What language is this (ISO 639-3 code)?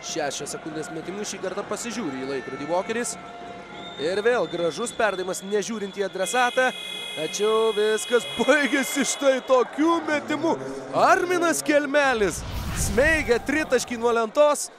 lit